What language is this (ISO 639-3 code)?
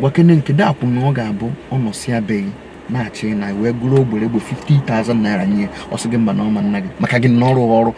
ibo